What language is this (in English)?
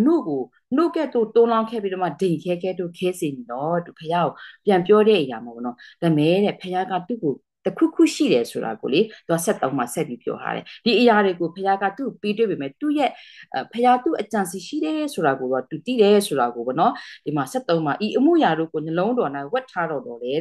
Burmese